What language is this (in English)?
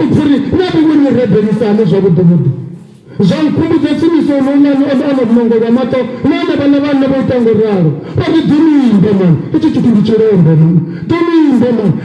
Venda